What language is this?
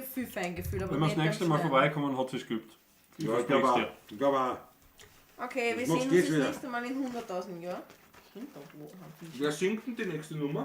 Bavarian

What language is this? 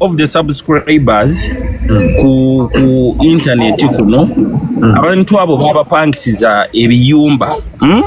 Ganda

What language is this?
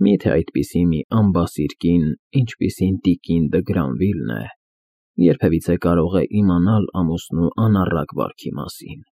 Armenian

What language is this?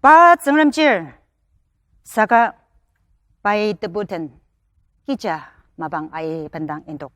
Ao Naga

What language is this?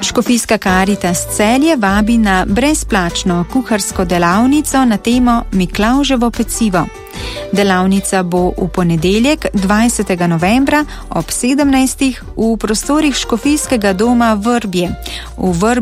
Slovenian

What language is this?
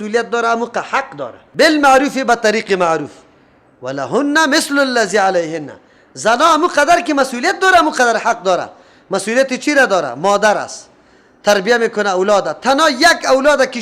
Persian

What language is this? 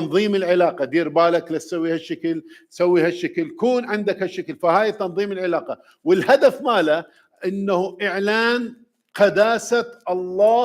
Mesopotamian Arabic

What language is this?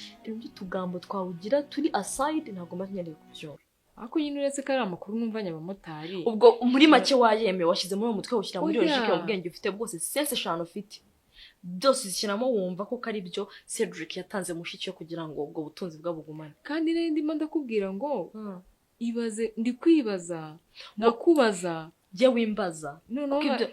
Kinyarwanda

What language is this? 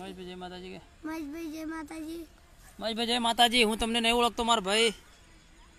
Gujarati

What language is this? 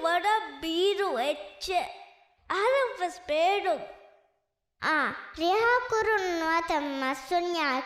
Divehi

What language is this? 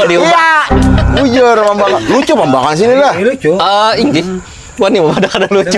Banjar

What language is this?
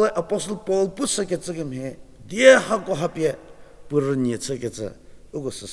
Angami Naga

